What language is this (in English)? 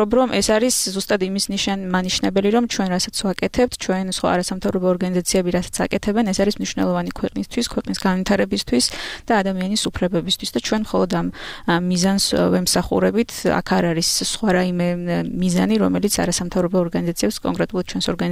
Georgian